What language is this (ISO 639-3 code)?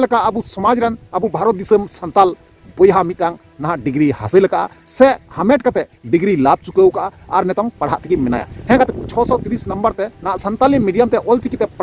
sat